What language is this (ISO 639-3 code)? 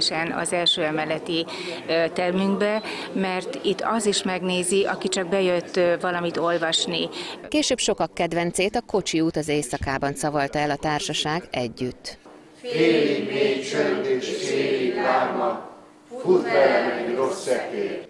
hun